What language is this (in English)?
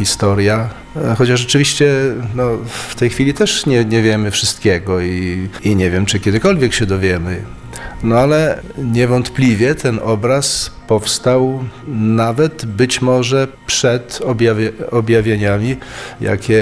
Polish